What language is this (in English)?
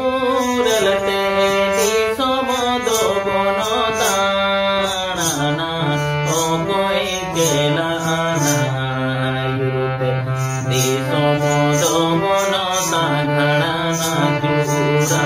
Santali